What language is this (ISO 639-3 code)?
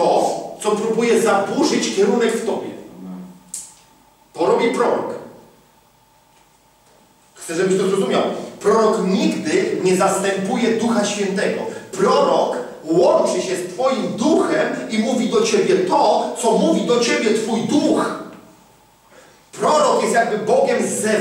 pol